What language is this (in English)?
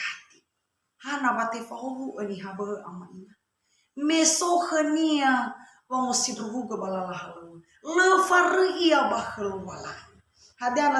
Nias